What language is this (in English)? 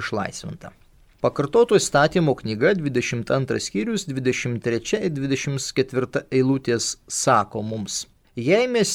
Lithuanian